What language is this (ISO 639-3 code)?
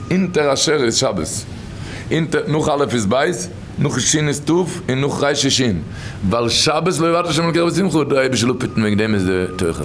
yid